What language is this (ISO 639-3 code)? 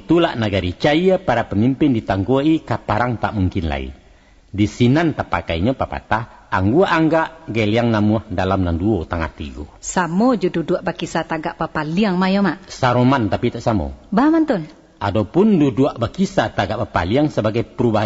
min